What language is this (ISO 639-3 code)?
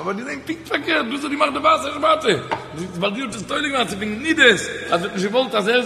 yid